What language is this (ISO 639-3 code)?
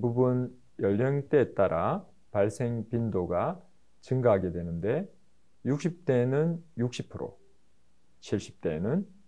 kor